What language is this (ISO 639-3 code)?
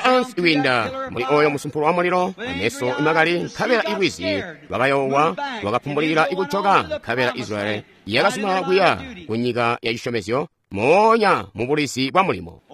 toi